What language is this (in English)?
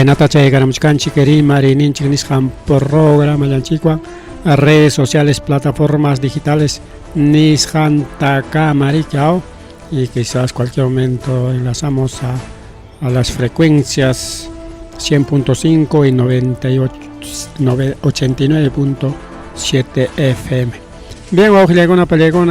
Ayacucho Quechua